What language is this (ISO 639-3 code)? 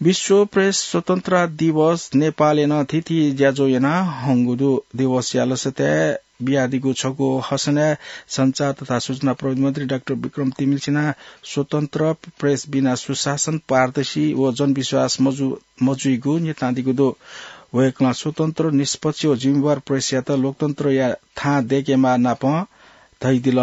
new